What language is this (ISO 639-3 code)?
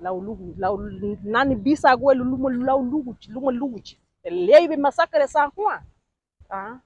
cab